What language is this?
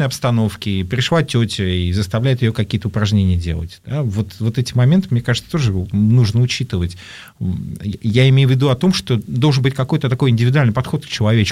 Russian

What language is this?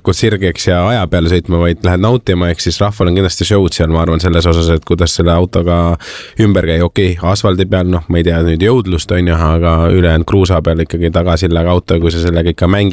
Estonian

